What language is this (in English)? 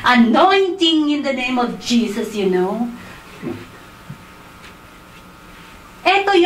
Filipino